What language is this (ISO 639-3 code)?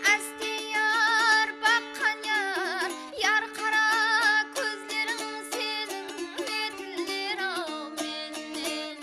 kaa